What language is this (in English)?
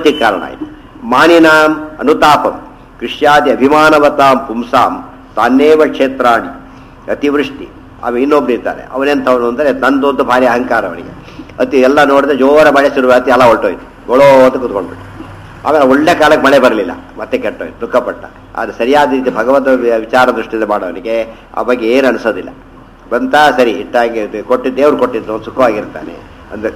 Kannada